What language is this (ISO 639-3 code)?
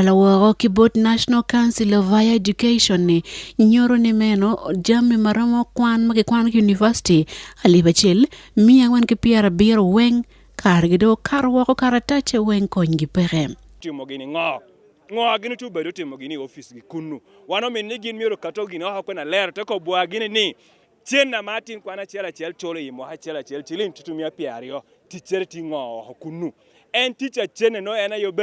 ach